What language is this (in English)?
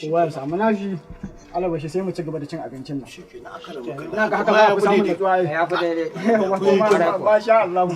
Hausa